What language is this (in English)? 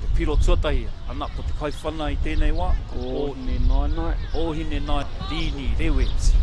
Māori